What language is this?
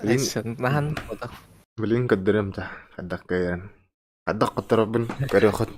Yakut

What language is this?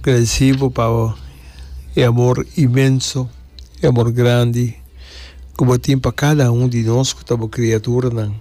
Papiamento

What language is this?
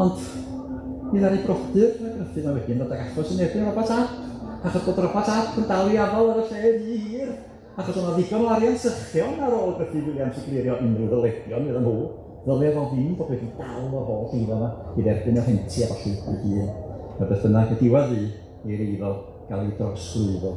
Welsh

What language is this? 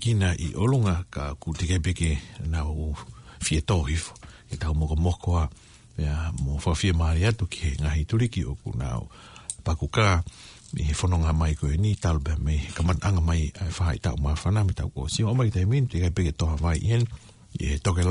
Tongan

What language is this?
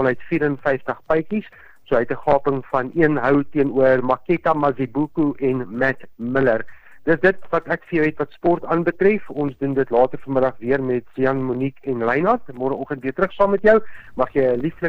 Afrikaans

